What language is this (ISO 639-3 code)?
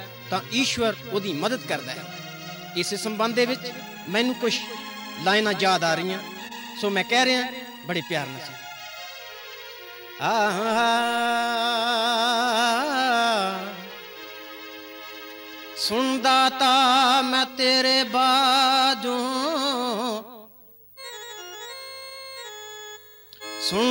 pan